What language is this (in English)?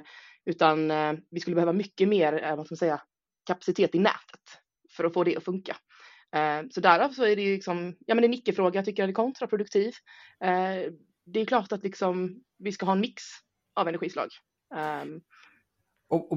Swedish